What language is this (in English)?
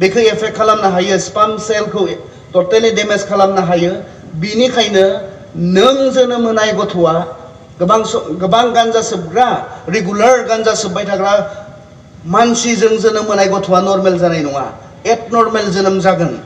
Bodo